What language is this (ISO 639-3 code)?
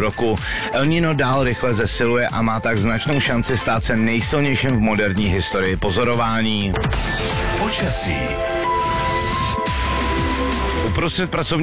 ces